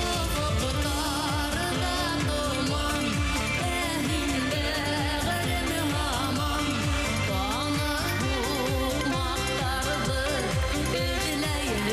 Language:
Bashkir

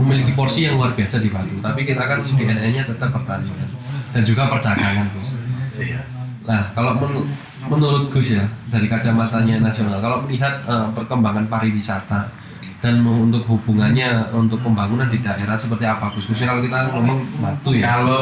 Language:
Indonesian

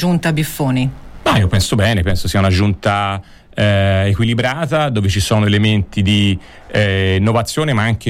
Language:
Italian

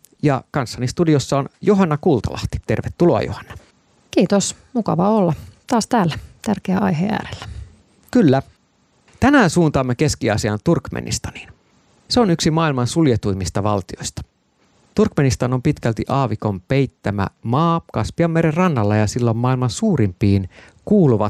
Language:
Finnish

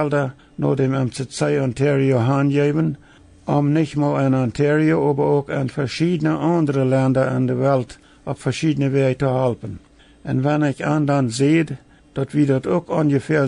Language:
Plautdietsch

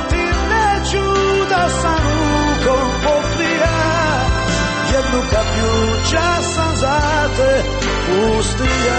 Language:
Croatian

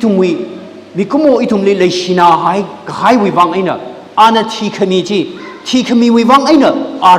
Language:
Tangkhul Naga (India)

